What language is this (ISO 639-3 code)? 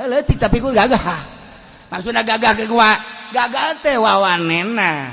sun